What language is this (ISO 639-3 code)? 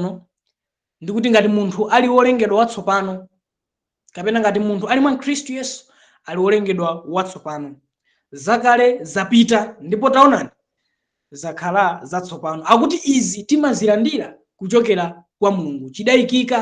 nya